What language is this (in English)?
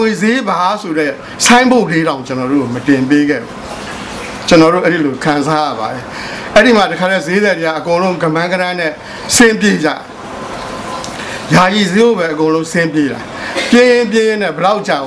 Burmese